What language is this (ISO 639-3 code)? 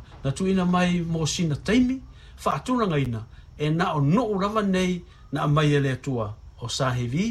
smo